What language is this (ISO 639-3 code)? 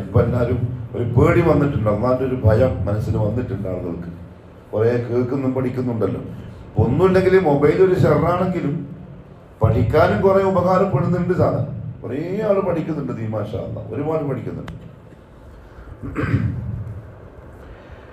mal